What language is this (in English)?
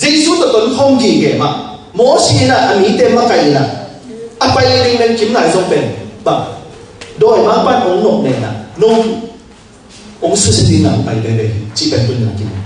Tedim Chin